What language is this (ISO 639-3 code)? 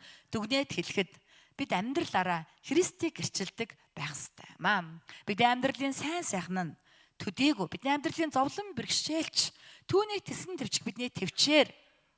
mon